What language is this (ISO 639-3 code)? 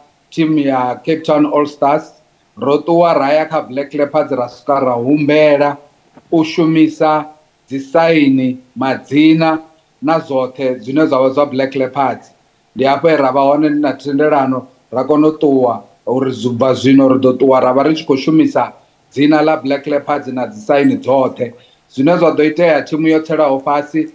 ven